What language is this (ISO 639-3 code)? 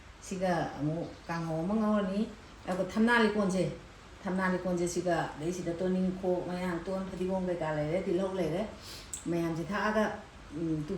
mni